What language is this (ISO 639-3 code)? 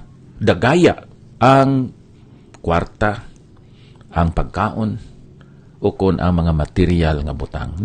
hil